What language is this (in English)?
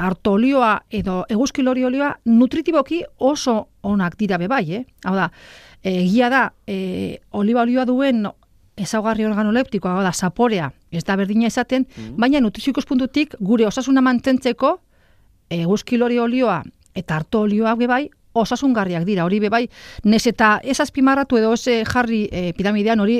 Basque